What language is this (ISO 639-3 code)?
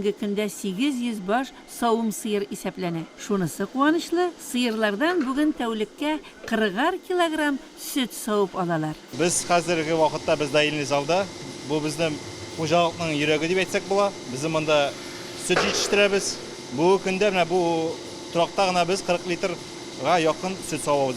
tat